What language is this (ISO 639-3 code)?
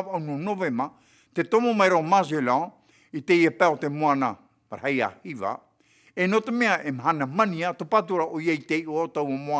tah